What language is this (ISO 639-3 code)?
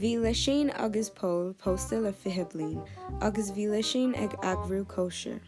gle